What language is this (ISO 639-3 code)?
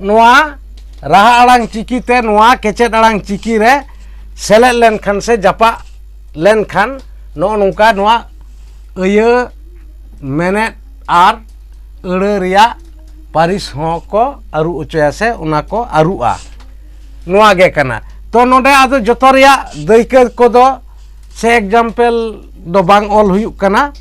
sat